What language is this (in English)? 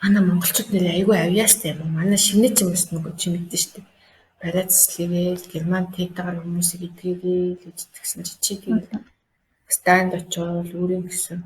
Mongolian